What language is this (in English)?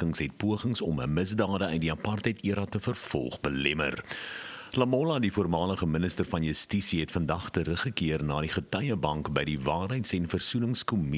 Afrikaans